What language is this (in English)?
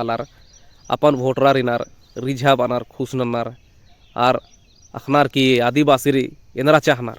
Kurukh